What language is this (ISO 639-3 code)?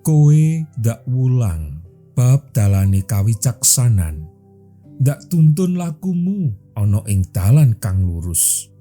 jav